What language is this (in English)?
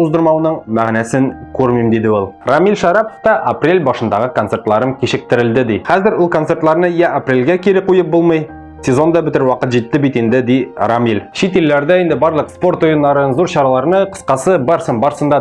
Tatar